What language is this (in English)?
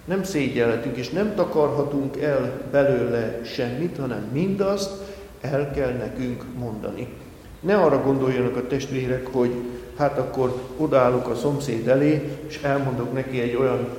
Hungarian